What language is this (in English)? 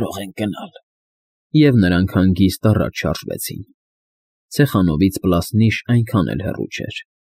Armenian